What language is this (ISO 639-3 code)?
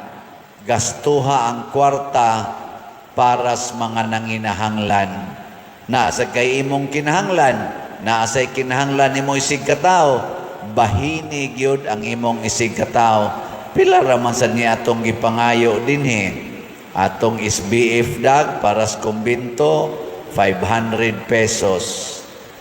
ceb